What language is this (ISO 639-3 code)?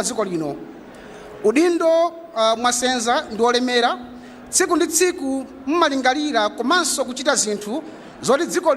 nya